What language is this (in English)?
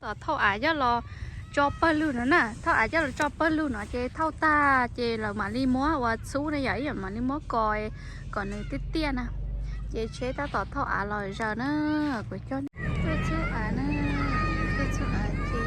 Hmong